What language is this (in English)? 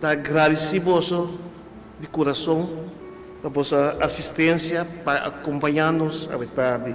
Papiamento